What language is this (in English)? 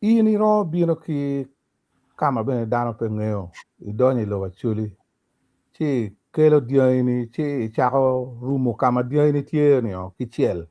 Acoli